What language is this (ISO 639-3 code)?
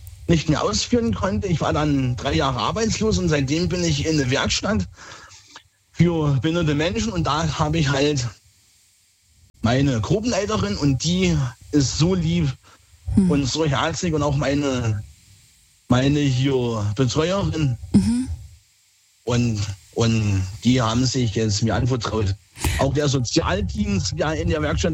deu